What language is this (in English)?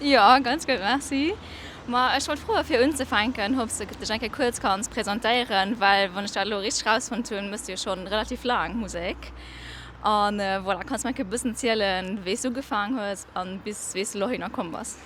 Luxembourgish